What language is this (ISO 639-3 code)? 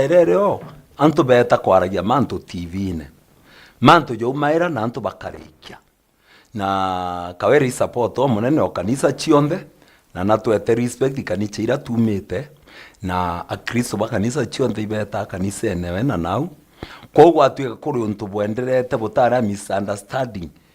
mer